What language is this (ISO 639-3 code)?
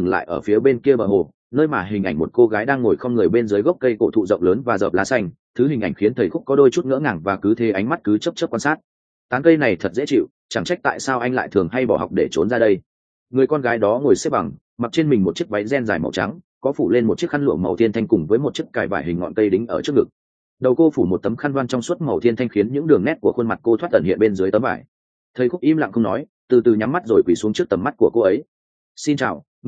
vie